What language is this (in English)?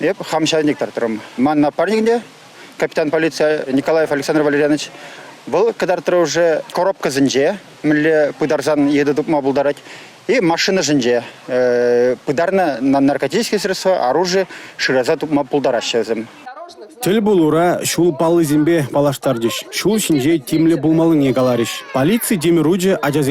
Chuvash